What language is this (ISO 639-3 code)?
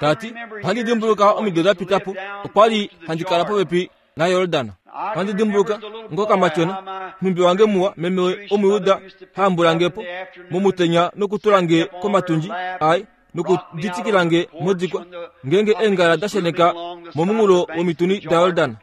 kua